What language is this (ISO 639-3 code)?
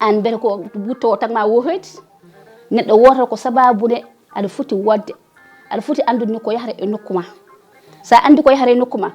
ful